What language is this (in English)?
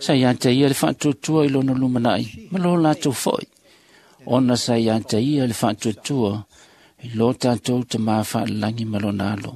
Samoan